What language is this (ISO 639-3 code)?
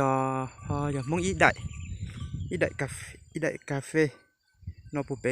hmn